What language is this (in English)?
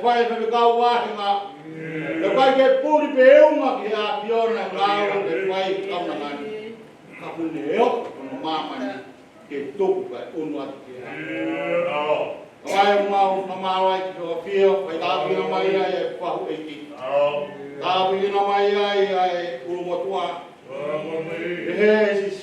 Tongan